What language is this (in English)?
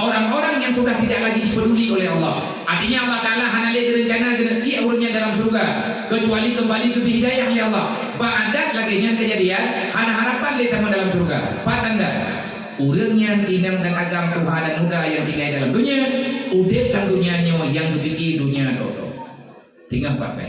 Achinese